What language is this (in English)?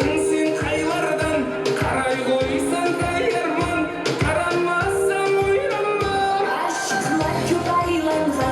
Kara-Kalpak